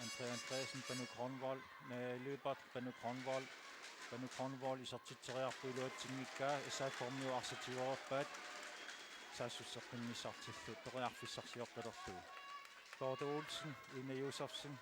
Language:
Kalaallisut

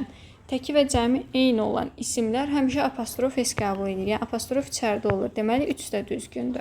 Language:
Azerbaijani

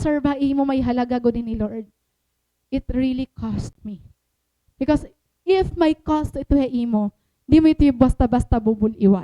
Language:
Waray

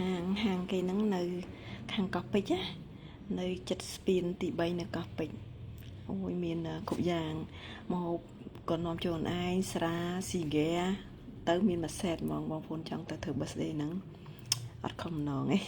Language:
Khmer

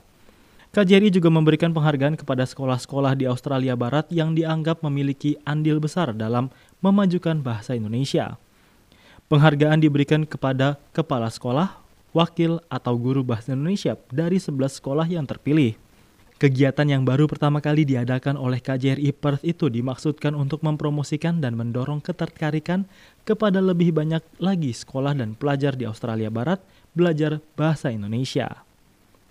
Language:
Indonesian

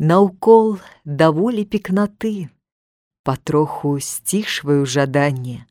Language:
Belarusian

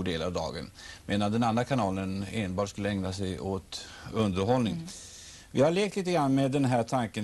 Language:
Swedish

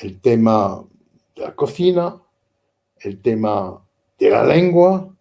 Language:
Ladino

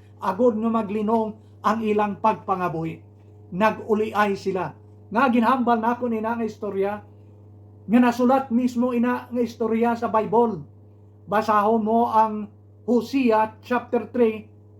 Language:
Hiligaynon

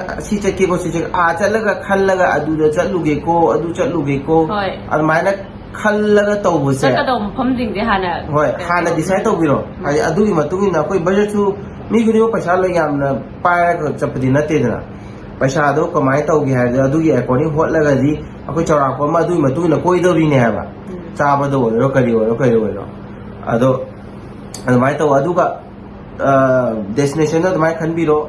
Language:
Manipuri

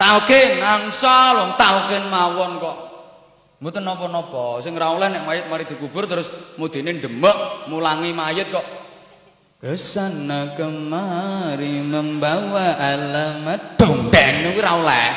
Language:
Javanese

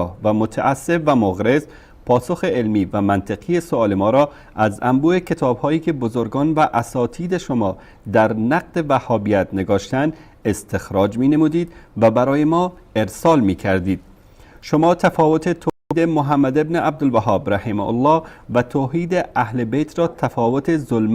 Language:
Persian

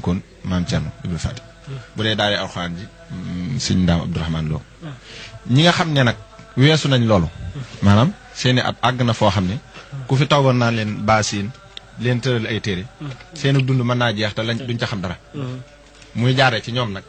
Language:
Wolof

